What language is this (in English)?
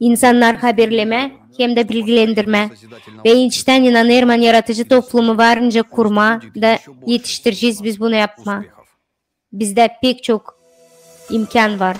Gagauz